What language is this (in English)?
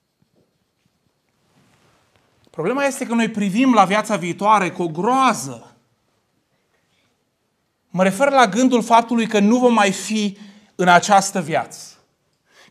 Romanian